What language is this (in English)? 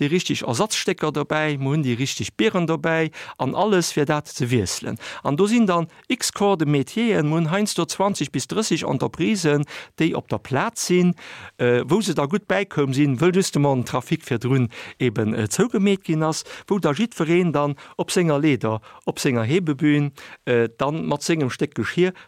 Luxembourgish